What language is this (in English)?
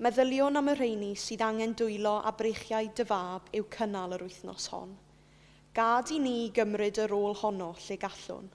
Welsh